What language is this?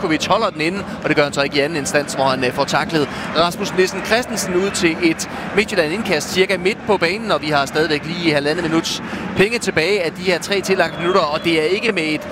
Danish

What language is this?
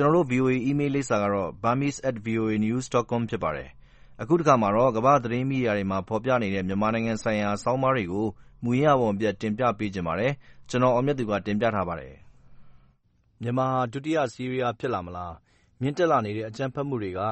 Burmese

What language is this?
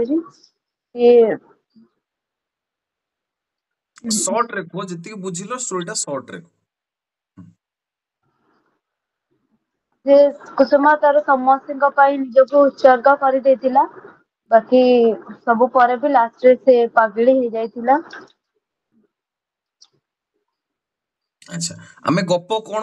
Odia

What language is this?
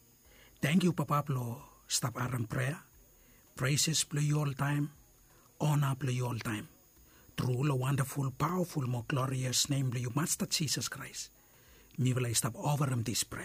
Bislama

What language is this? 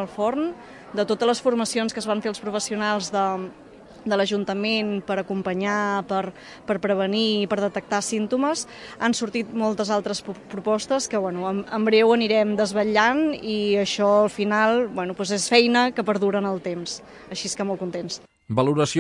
Catalan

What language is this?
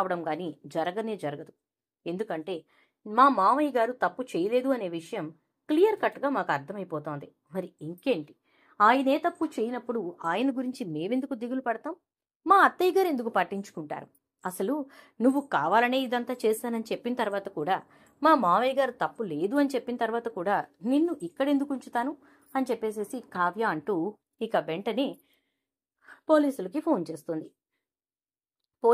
Telugu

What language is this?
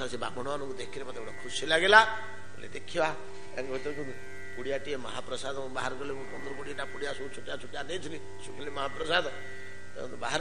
Odia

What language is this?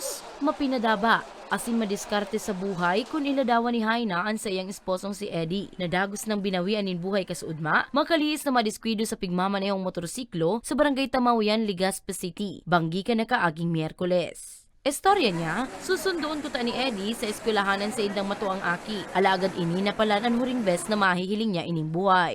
Bikol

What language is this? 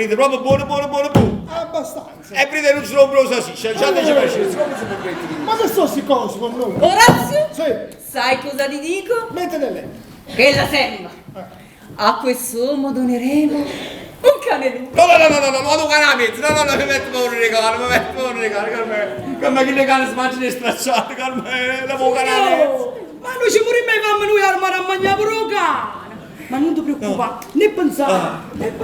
Neapolitan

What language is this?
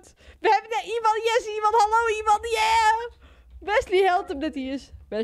Western Frisian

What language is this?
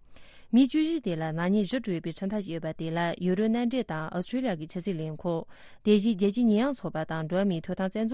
Tibetan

